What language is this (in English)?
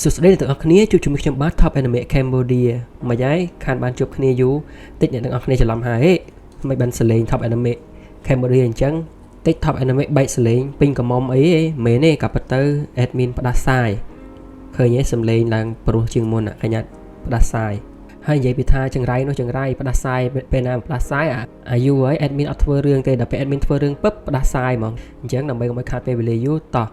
Khmer